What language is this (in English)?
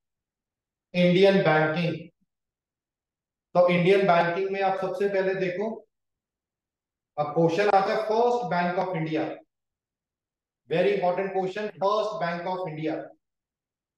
Hindi